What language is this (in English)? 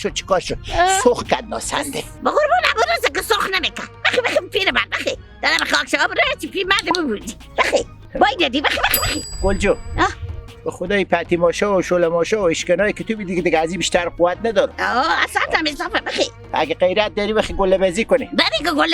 Persian